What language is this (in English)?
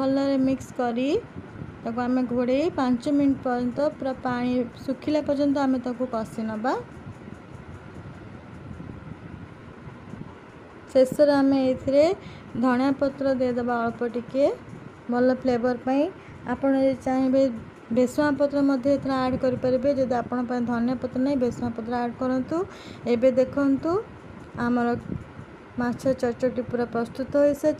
Odia